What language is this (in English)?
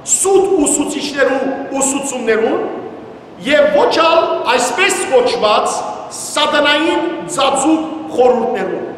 Western Armenian